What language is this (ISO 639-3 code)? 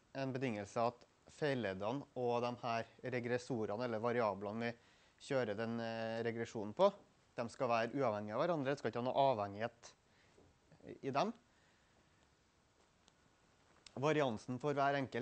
nor